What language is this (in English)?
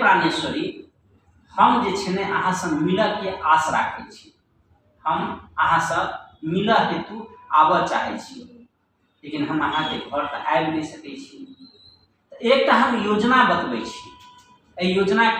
Maithili